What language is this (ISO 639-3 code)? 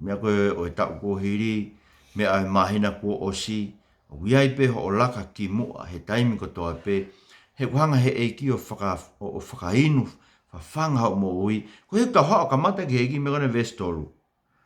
ton